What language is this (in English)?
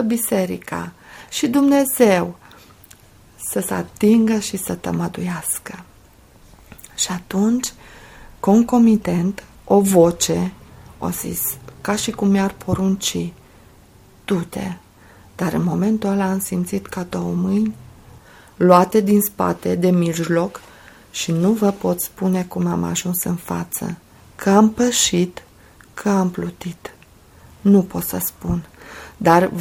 Romanian